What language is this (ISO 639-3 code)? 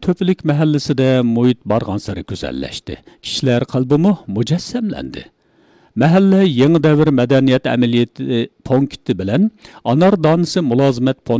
uig